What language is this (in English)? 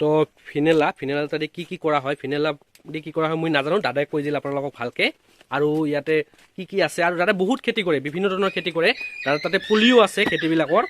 Assamese